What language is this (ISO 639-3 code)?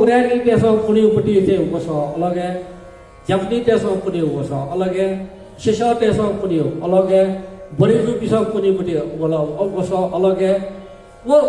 new